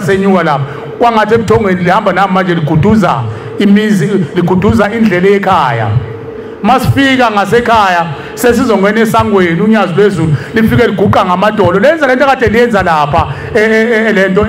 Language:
Zulu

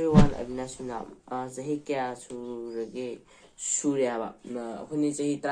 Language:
Manipuri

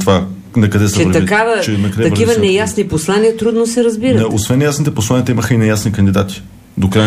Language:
Bulgarian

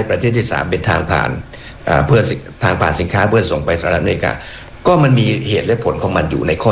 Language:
Thai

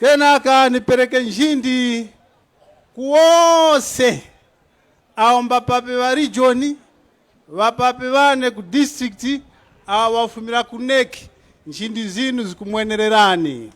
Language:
Tumbuka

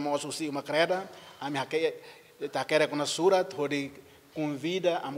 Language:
Tetum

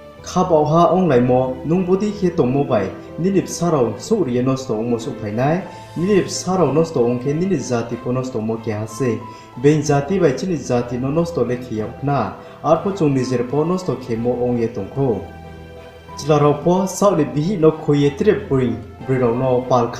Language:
Riang (India)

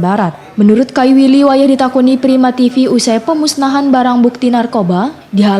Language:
Banjar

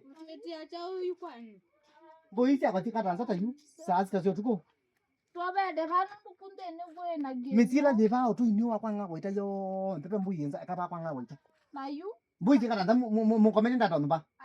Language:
Kamba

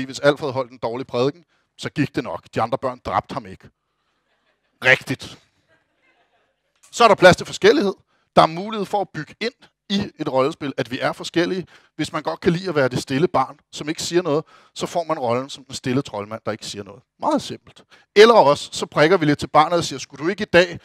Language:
Danish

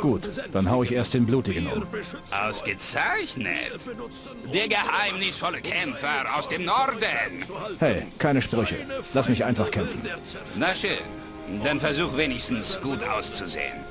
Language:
Bavarian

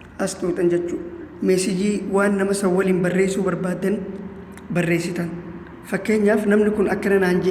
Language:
Oromo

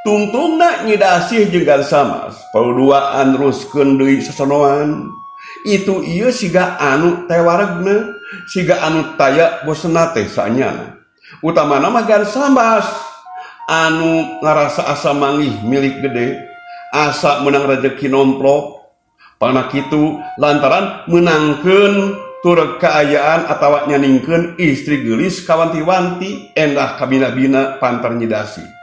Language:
Sundanese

